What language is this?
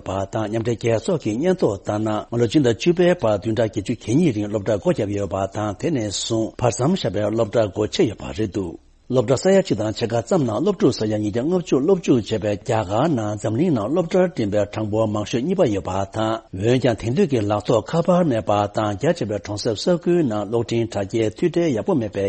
Tibetan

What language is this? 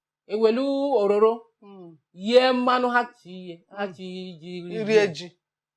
Igbo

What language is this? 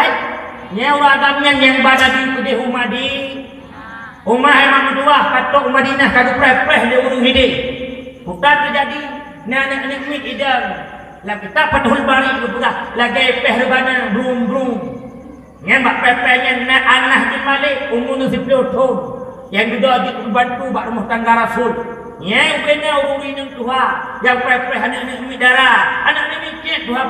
Achinese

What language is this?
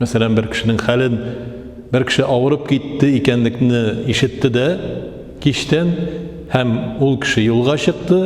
Tatar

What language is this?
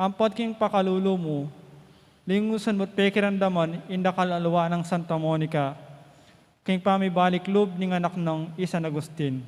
Pampanga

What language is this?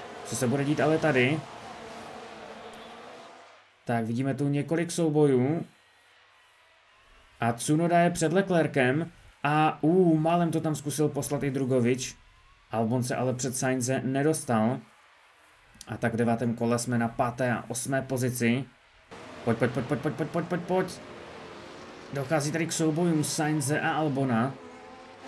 Czech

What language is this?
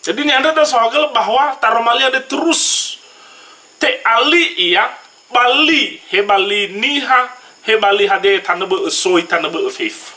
Nias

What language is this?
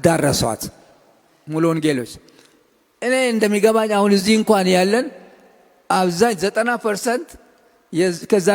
Amharic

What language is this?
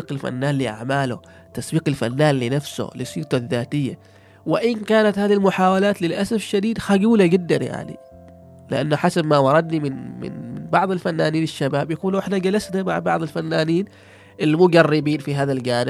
Gulf Arabic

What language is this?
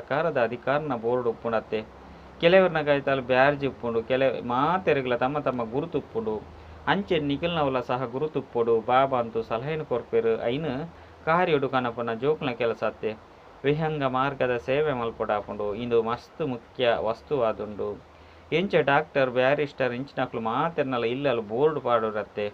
Tulu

